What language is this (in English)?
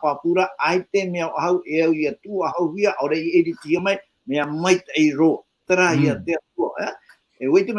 Tahitian